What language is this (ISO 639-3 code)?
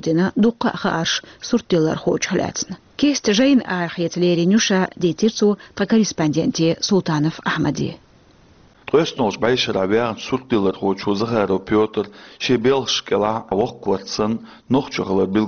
che